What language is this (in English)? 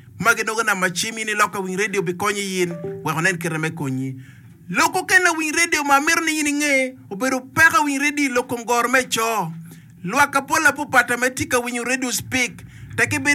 Acoli